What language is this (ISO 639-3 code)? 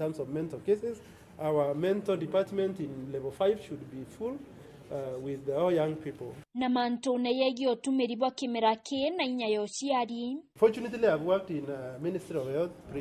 mer